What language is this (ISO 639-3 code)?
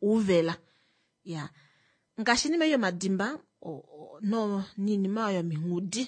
kua